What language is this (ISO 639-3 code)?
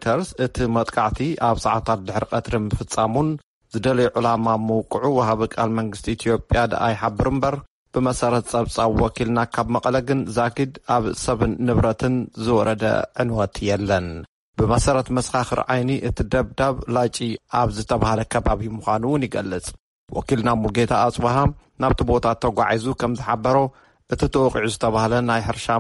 tir